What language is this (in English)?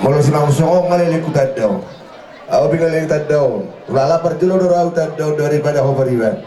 Batak Toba